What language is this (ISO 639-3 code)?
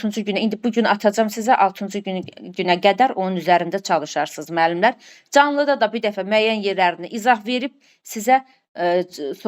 aze